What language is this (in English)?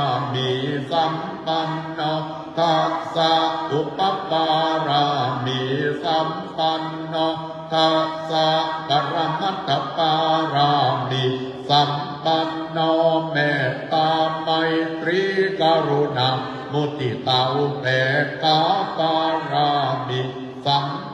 Pali